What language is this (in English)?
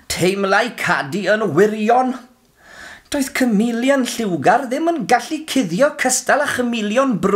Welsh